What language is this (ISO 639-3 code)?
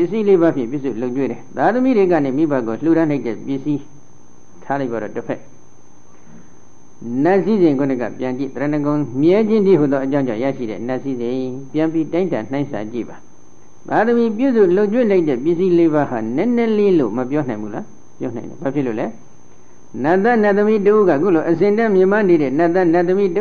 mya